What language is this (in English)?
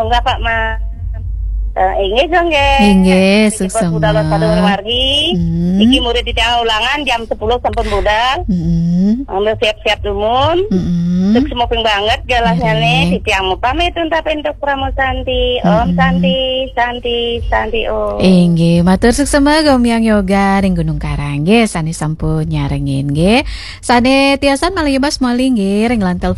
Balinese